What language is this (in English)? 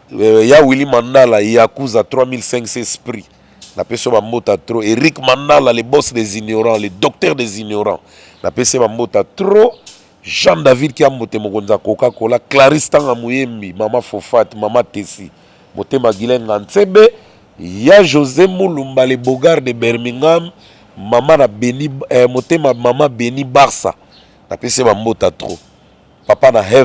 Lingala